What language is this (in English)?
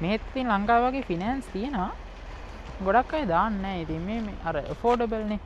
Sinhala